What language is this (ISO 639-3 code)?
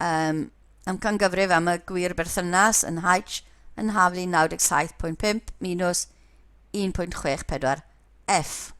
cym